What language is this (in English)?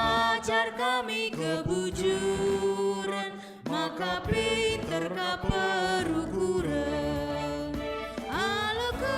Batak Karo